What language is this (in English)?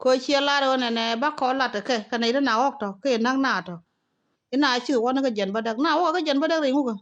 Nuer